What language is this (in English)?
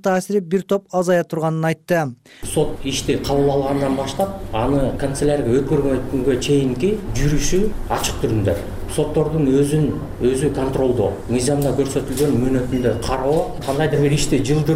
Kyrgyz